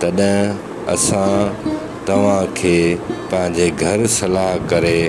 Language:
Sindhi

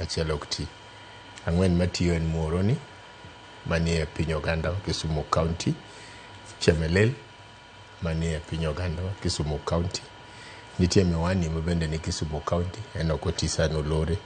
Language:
Luo (Kenya and Tanzania)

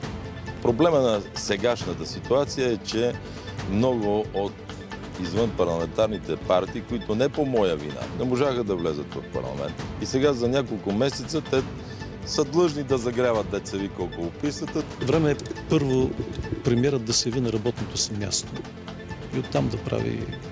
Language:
Bulgarian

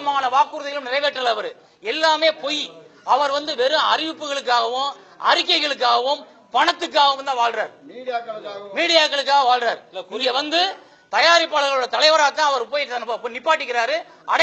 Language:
Tamil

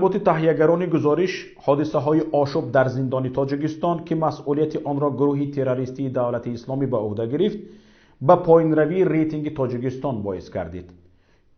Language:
Tajik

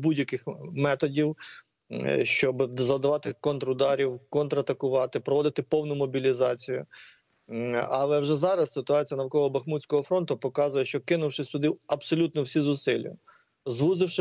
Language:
Ukrainian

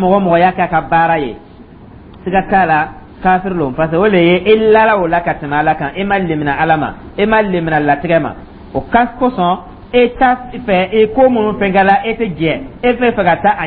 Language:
Dyula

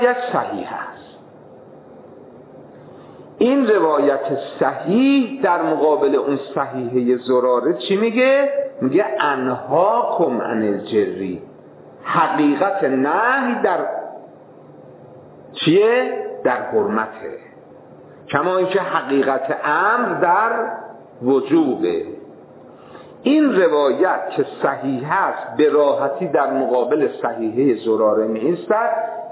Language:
Persian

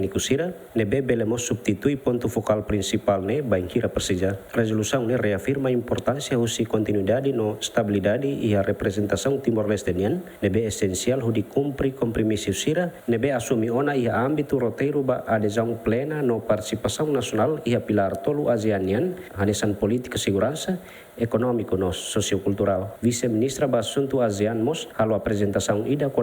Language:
Tetum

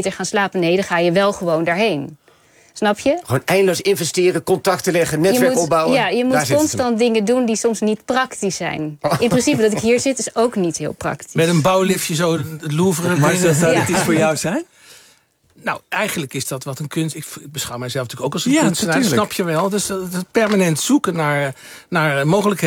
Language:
Dutch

